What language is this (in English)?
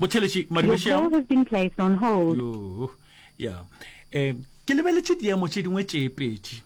Northern Sotho